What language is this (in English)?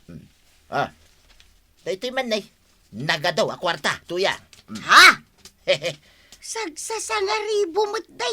Iloko